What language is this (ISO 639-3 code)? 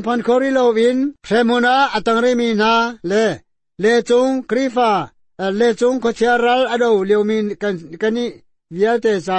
cnh